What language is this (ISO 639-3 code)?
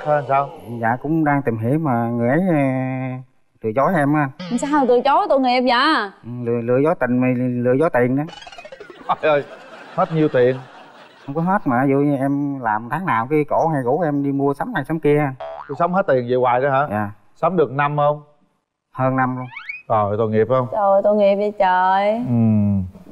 vie